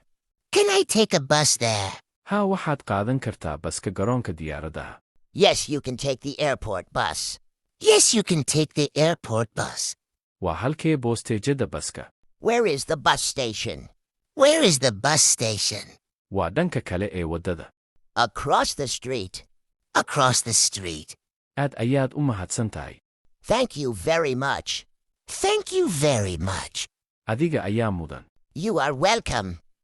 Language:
Somali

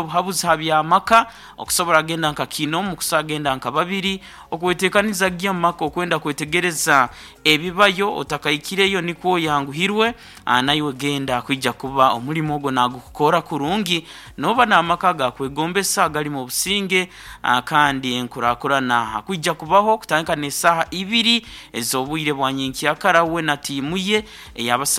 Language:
Nyankole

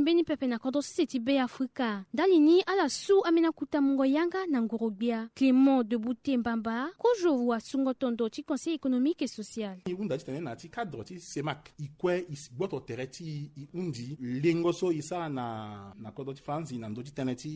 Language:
Sango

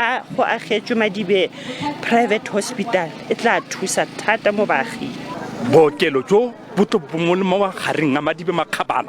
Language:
Tswana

